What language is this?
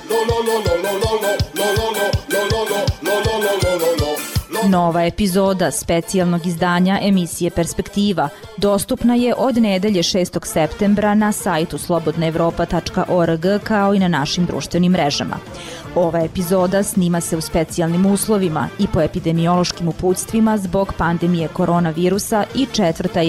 Serbian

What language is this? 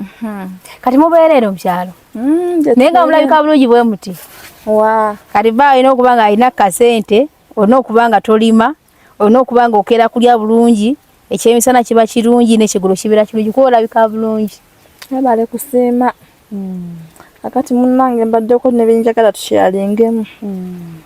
Ganda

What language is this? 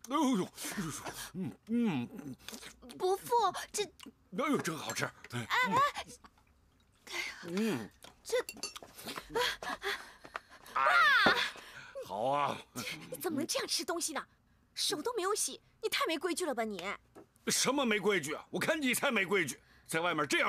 Chinese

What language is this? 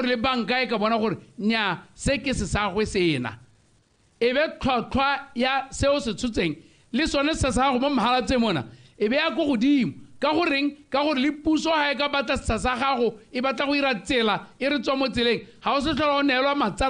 Tswana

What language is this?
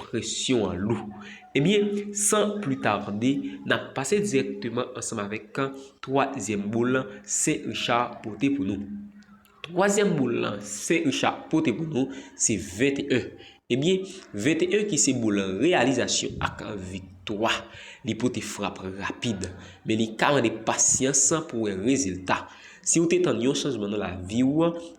Haitian Creole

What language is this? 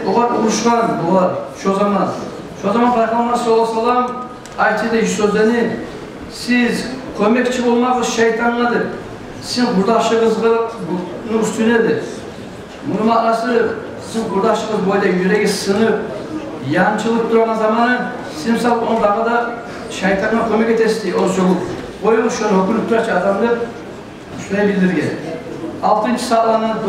Kumyk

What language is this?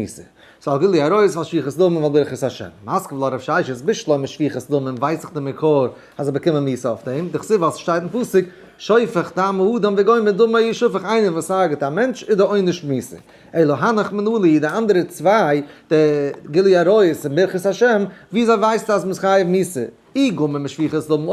Yiddish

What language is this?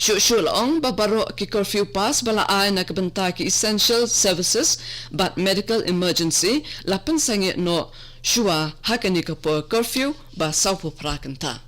Khasi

